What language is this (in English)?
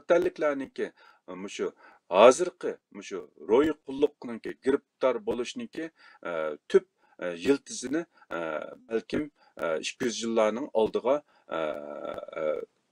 Uyghur